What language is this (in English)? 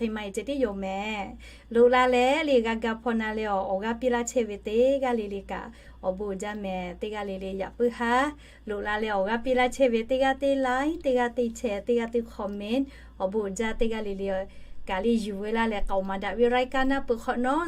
Lahu